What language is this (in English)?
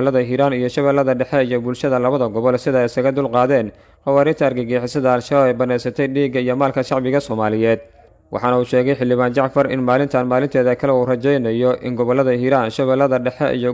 Somali